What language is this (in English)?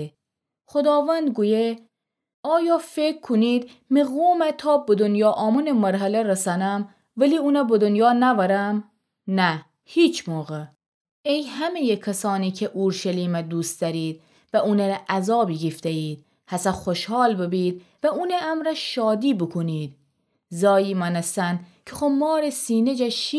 Gilaki